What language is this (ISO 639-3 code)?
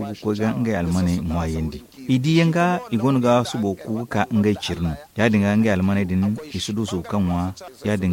dje